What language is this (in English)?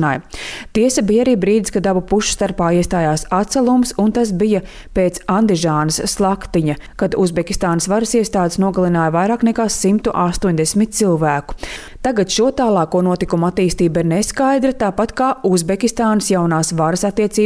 Latvian